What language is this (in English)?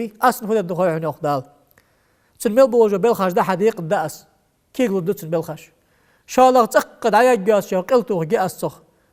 Ingush